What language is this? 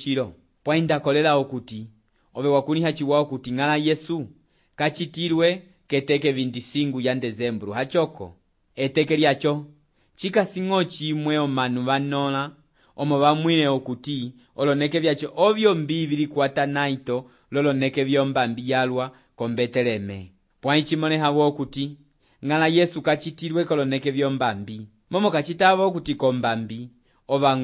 Umbundu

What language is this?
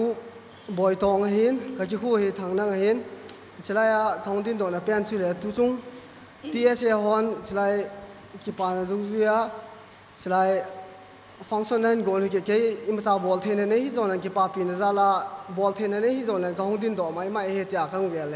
Thado Chin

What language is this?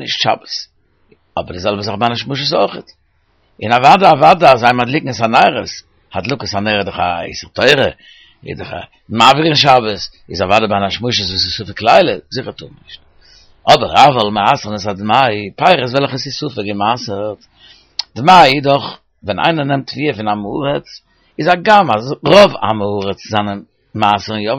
Yiddish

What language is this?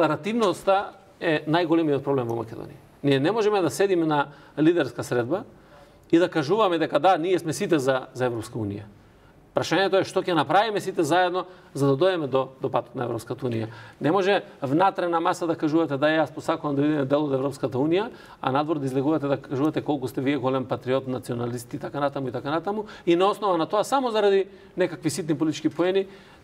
Macedonian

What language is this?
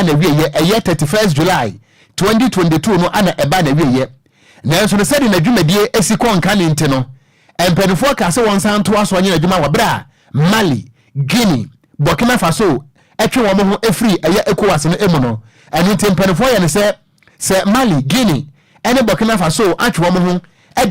Akan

